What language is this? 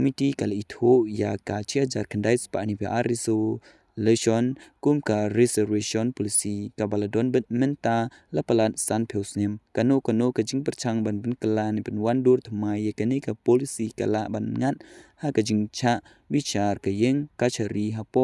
Khasi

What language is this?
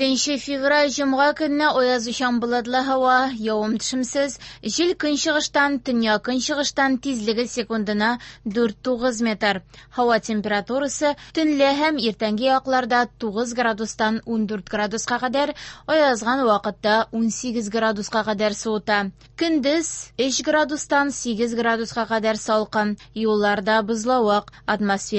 Tatar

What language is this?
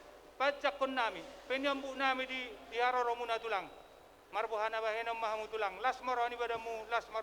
Batak Toba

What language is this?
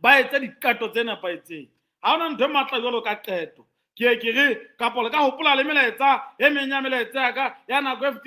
Southern Sotho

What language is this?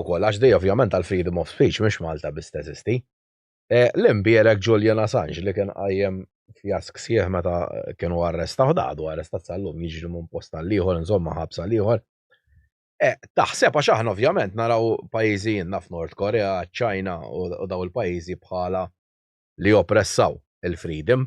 Maltese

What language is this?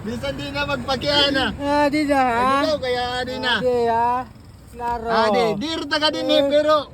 Waray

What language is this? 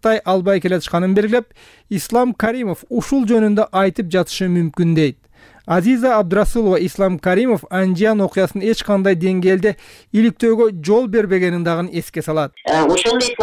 Kyrgyz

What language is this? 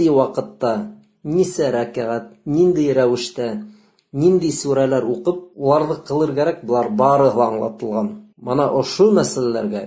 Bashkir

